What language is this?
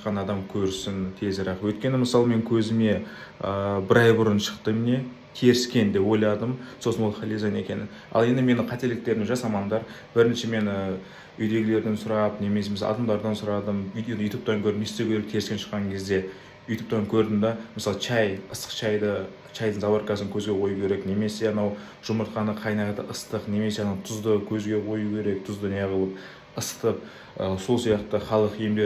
Kazakh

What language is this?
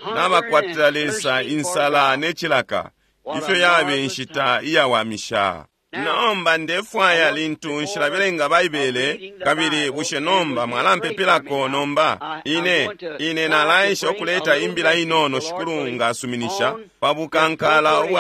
Bemba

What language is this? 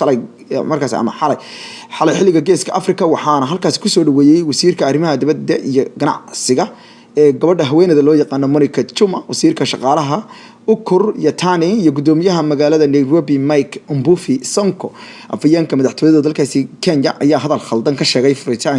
Somali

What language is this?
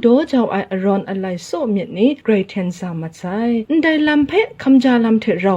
Kachin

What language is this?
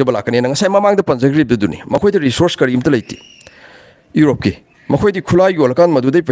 Manipuri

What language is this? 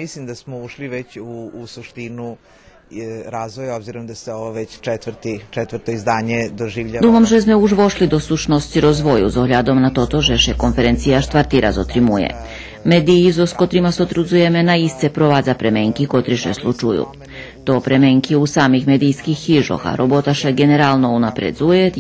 Rusyn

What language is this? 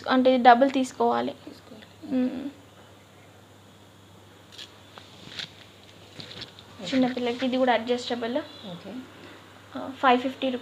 Telugu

